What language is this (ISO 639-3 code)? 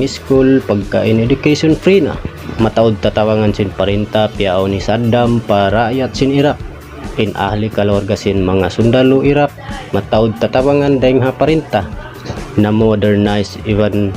tsg